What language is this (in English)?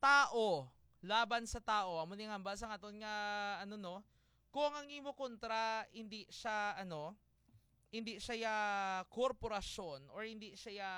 Hiligaynon